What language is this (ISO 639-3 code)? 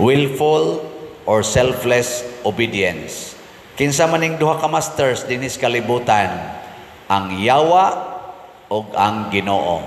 ceb